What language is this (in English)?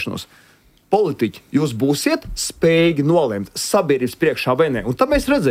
Latvian